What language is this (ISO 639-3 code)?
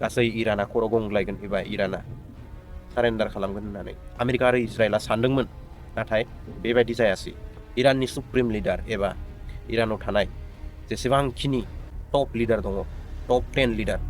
brx